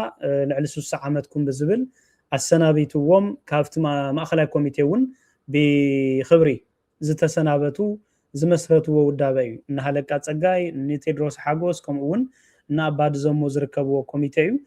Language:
Tigrinya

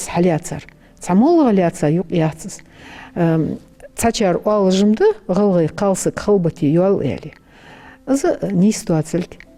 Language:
Ingush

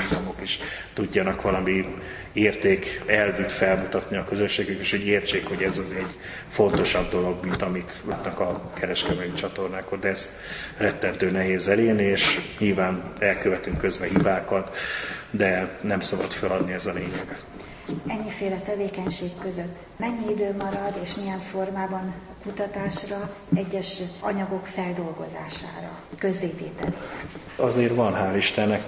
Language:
Hungarian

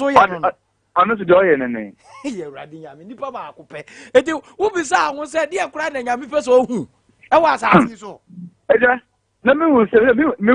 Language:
Akan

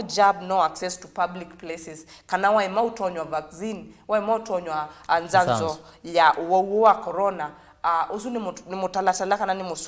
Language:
Kamba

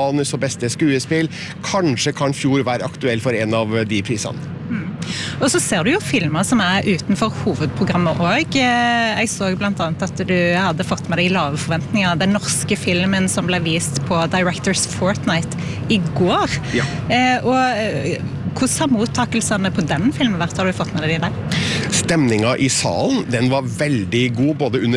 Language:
Norwegian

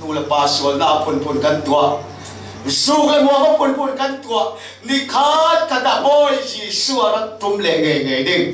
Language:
Falam Chin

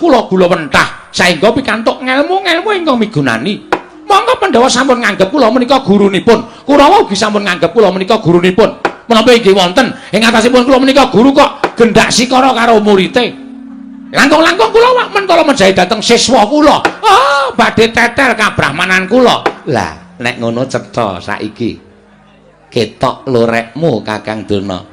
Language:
Javanese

